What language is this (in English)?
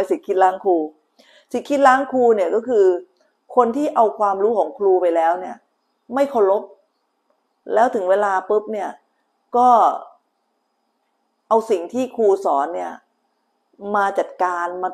Thai